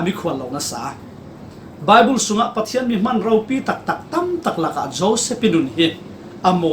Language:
Falam Chin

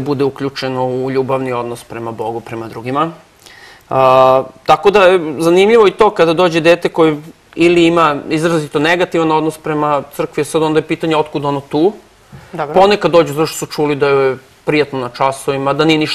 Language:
Serbian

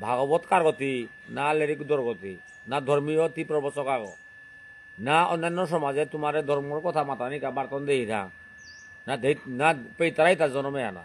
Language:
Bishnupriya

